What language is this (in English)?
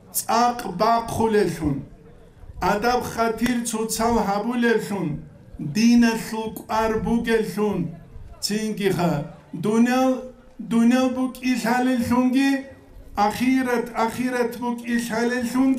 Avaric